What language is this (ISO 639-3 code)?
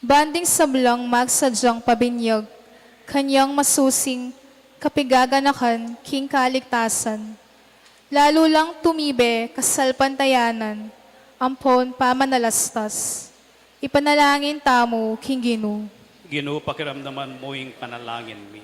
pam